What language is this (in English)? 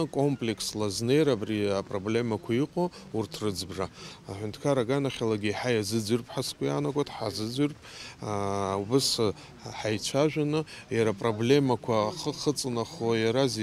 Abkhazian